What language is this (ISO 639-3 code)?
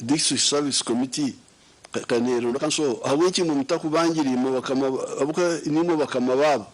nyn